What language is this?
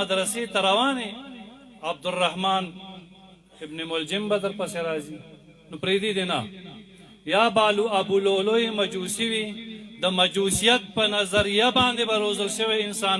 Pashto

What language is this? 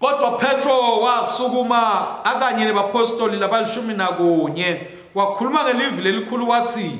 Swati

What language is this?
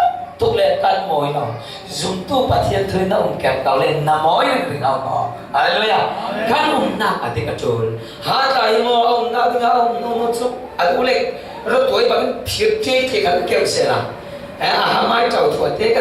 Falam Chin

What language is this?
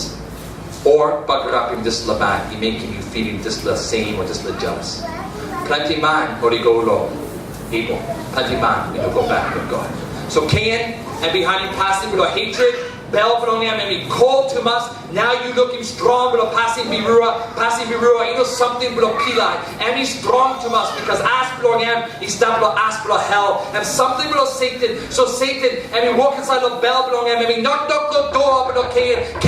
Tok Pisin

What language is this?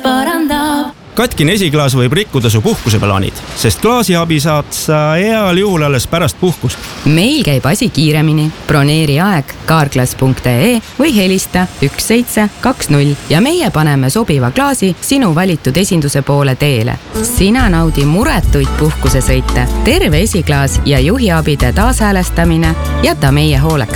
Estonian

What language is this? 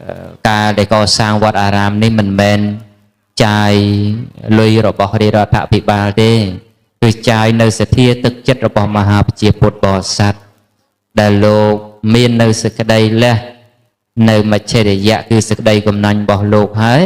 Khmer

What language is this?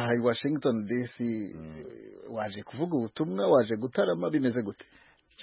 Kinyarwanda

